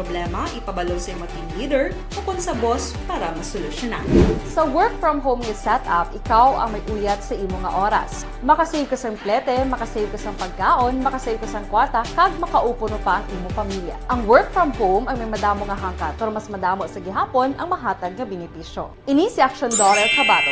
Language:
Hiligaynon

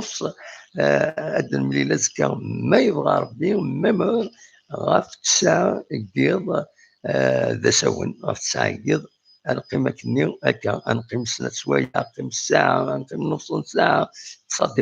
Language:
Kabyle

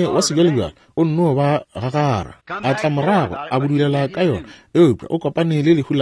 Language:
Northern Sotho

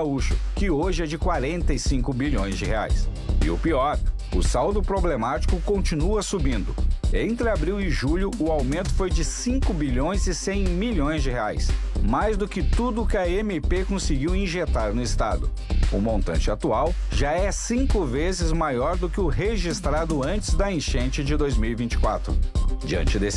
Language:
Portuguese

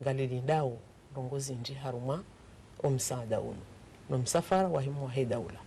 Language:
Ngazidja Comorian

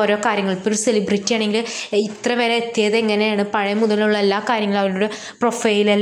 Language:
Malayalam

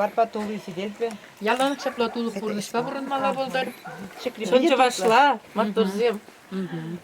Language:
Chuvash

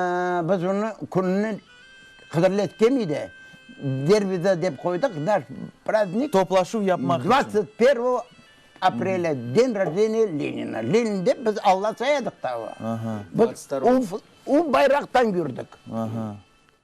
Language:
Crimean Tatar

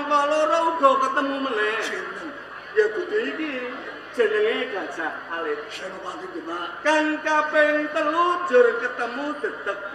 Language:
Javanese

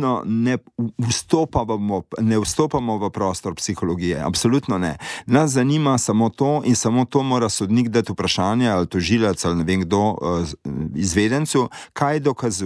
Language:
Slovenian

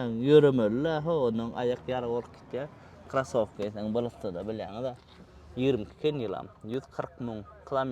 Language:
Turkmen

